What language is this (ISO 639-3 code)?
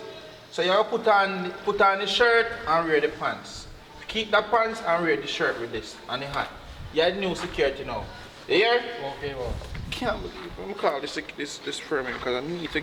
jam